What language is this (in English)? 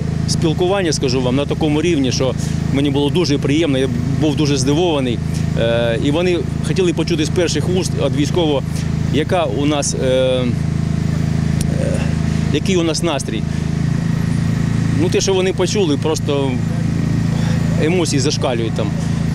Ukrainian